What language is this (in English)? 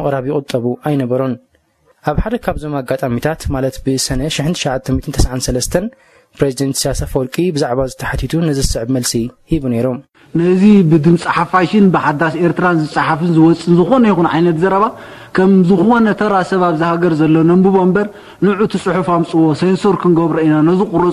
Tigrinya